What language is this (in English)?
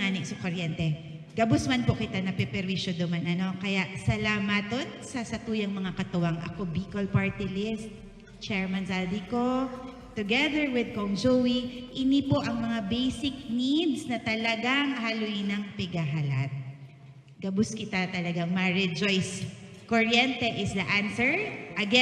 Bikol